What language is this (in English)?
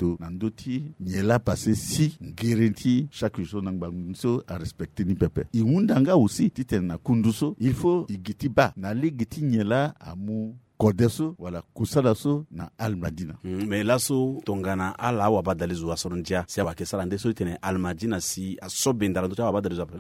Sango